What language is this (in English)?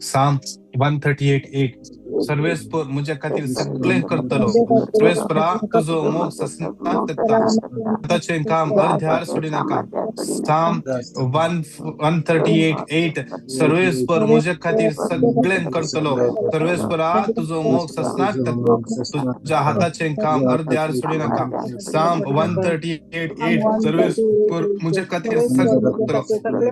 Konkani